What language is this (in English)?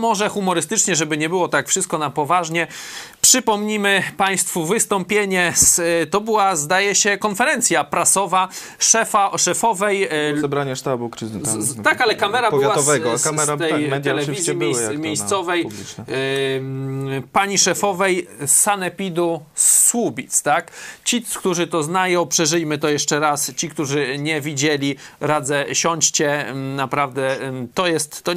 Polish